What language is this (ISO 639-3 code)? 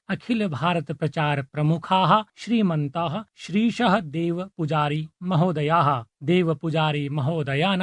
san